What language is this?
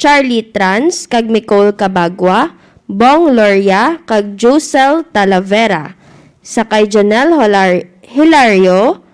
Hiligaynon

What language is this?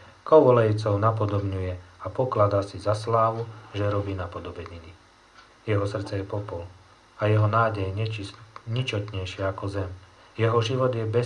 Slovak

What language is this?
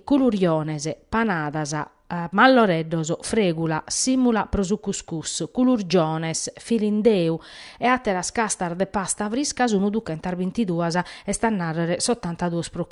Sardinian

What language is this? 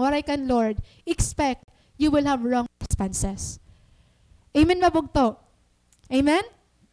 Waray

